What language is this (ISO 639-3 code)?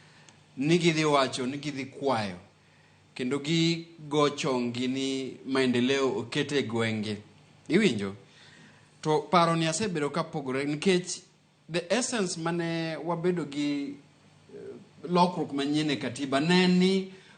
luo